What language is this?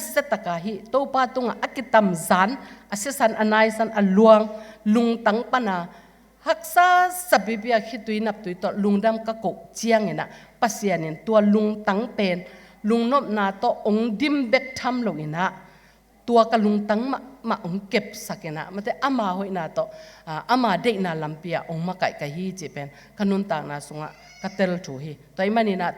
Tedim Chin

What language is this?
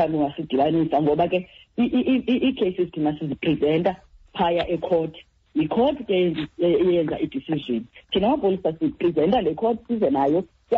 Xhosa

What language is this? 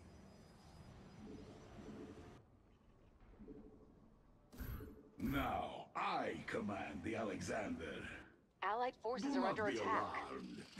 English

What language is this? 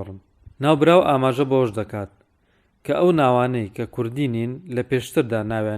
Central Kurdish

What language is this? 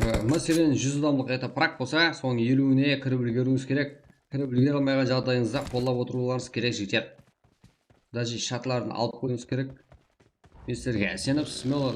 Kara-Kalpak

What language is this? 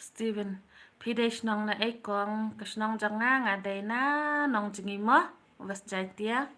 Khasi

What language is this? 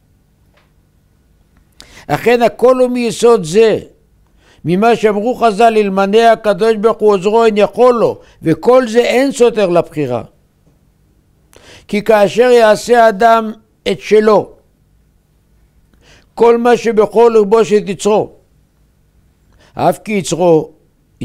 Hebrew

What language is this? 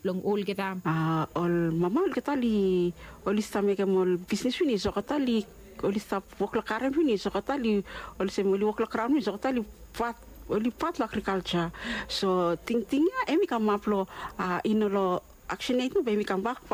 Bislama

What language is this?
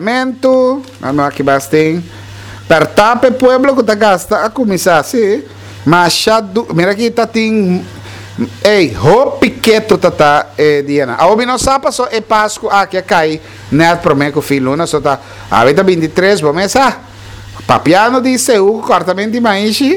Papiamento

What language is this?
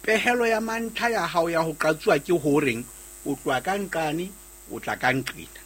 Southern Sotho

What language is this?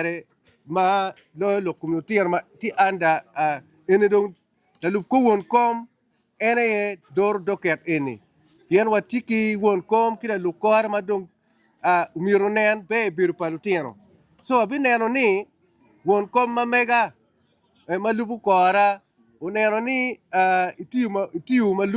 Acoli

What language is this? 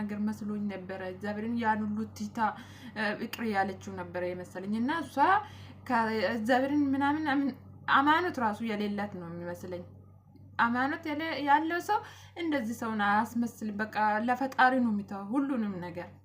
Amharic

